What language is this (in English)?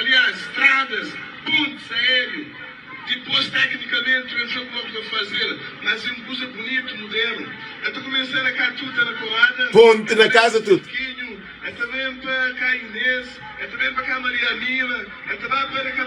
Kabuverdianu